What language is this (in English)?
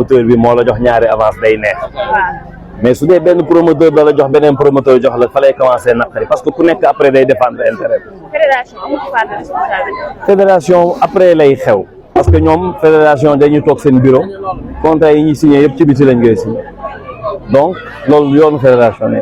Wolof